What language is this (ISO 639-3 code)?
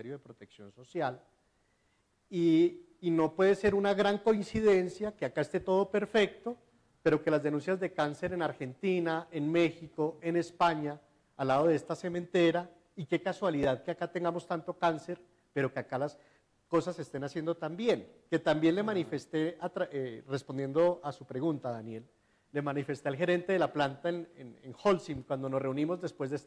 spa